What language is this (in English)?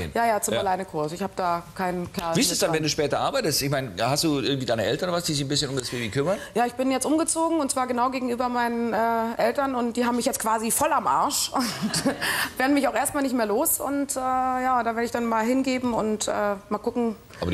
German